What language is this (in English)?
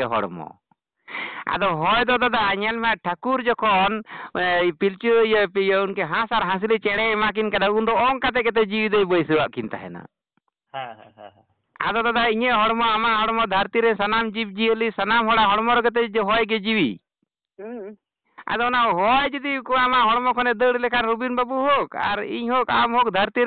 Santali